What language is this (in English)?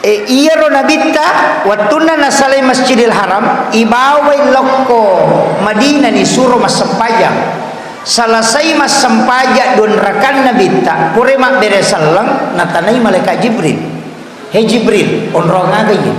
Buginese